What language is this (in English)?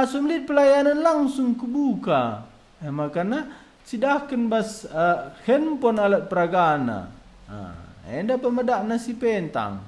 Batak Karo